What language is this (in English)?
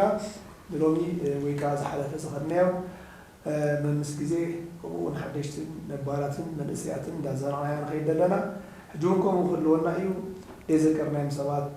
Tigrinya